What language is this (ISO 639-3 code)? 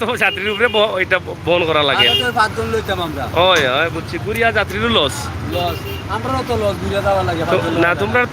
syl